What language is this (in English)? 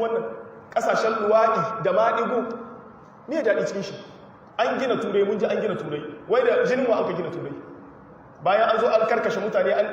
Hausa